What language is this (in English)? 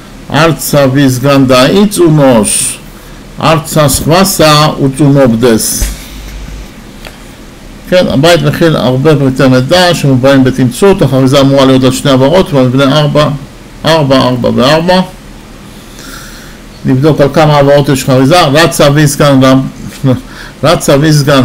Hebrew